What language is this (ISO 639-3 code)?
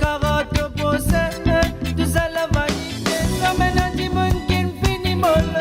mfe